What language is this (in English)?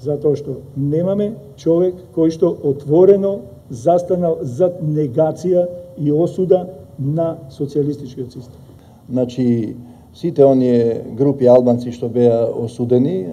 Macedonian